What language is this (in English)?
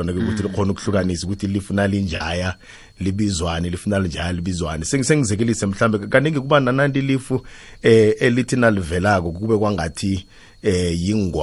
South Ndebele